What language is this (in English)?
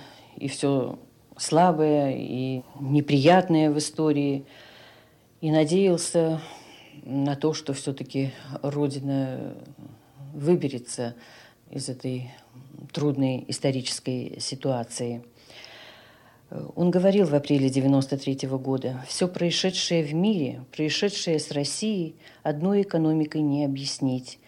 Russian